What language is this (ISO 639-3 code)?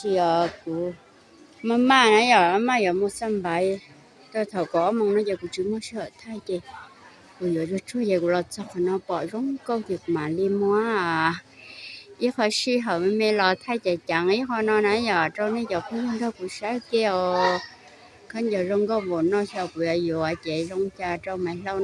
hmn